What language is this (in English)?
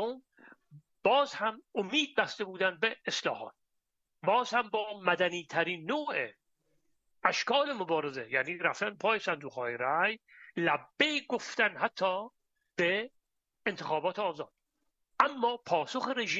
Persian